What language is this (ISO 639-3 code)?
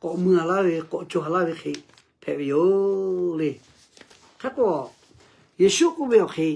lhu